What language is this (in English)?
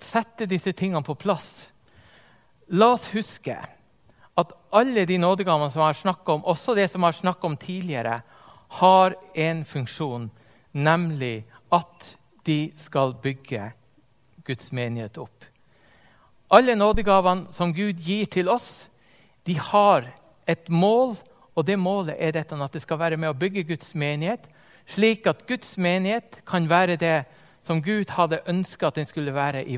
Norwegian